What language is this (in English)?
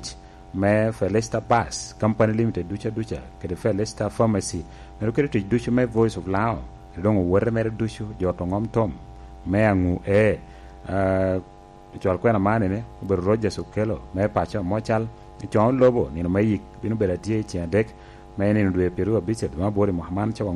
Lango (Uganda)